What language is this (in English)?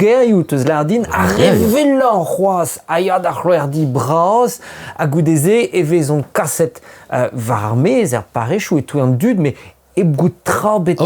Breton